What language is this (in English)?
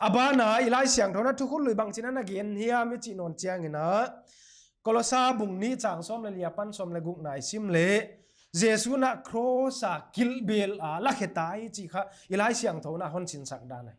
Paite Chin